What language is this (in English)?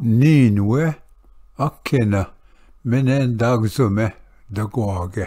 Ojibwa